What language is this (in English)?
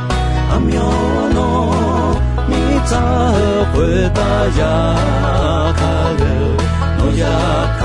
Akha